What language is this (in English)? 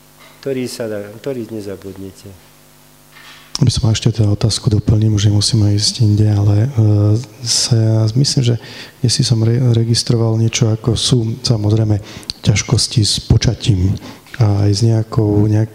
Slovak